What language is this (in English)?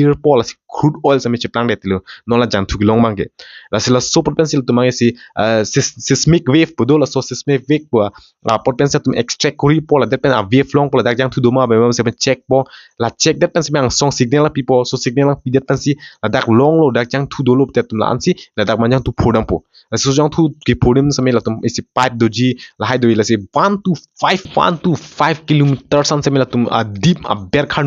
Karbi